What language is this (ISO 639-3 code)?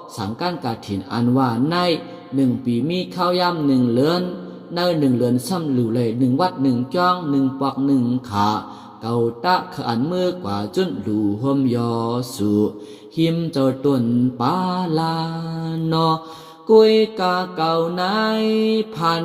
shn